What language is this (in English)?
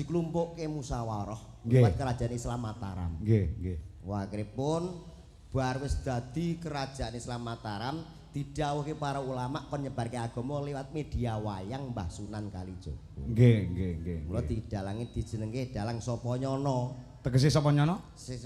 Javanese